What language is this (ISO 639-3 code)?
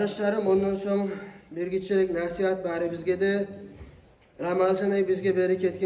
kum